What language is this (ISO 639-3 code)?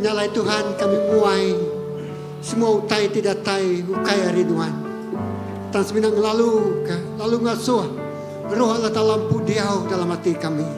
iba